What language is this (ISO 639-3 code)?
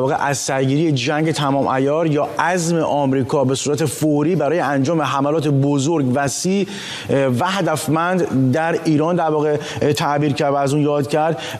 fas